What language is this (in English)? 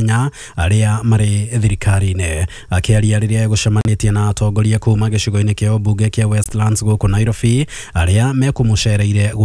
Kikuyu